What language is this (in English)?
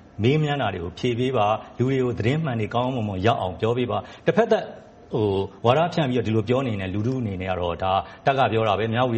Burmese